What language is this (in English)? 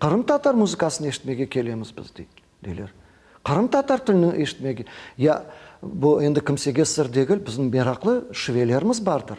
Crimean Tatar